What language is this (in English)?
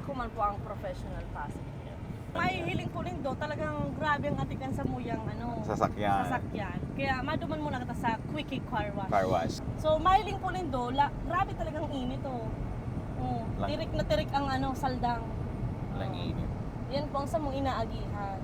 Bikol